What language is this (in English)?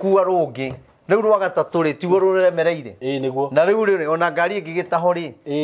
Kikuyu